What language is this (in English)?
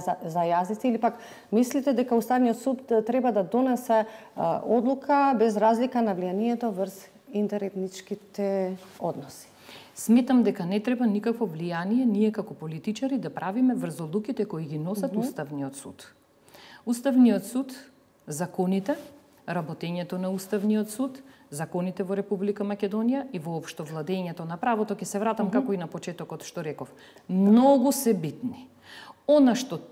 Macedonian